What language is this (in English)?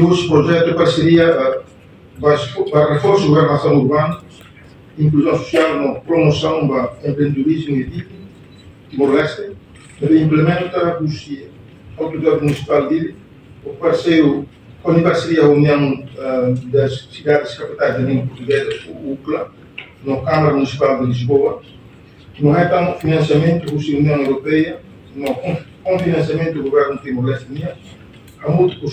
Tetum